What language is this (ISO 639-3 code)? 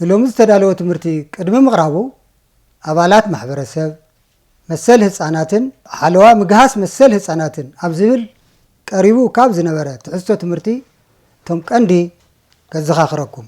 tir